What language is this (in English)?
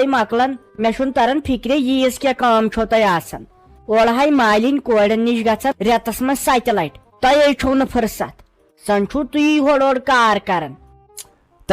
Kashmiri